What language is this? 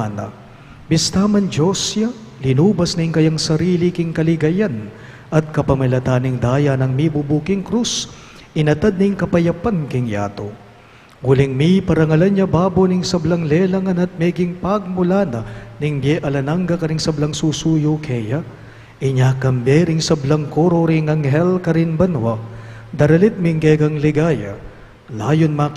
Pampanga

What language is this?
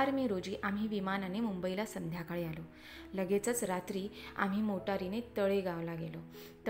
Marathi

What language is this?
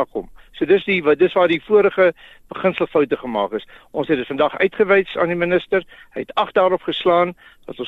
Afrikaans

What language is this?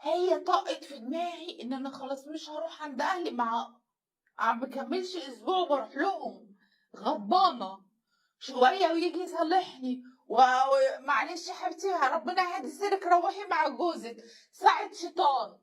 Egyptian Arabic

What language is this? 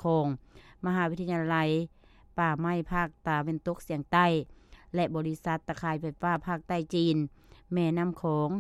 Lao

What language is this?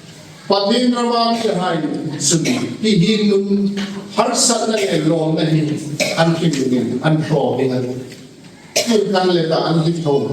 Hmar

